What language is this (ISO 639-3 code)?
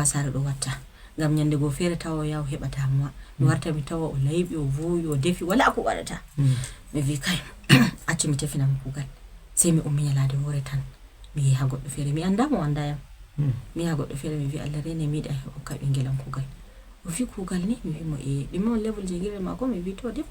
ful